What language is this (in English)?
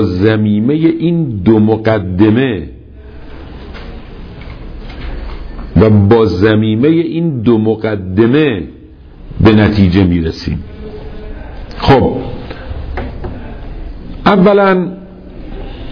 Persian